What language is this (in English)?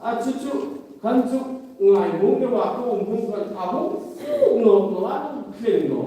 Hmar